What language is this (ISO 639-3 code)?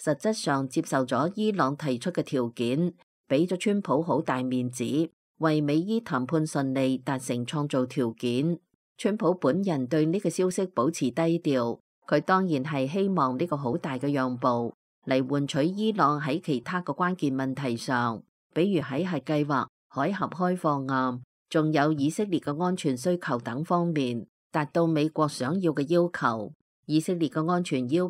yue